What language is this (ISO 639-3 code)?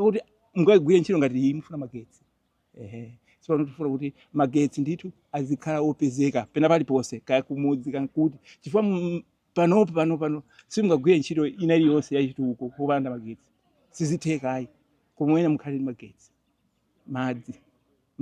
nya